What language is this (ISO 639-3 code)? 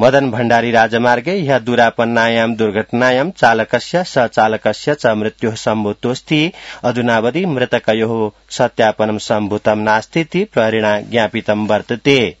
san